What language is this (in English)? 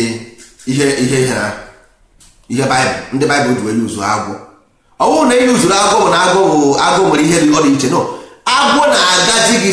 Igbo